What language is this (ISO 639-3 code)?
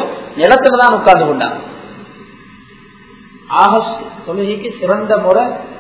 tam